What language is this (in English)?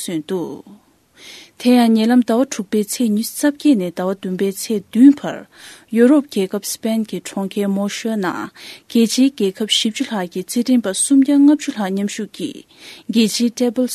Tibetan